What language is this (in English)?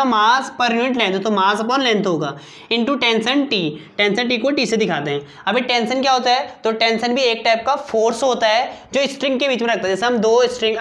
Hindi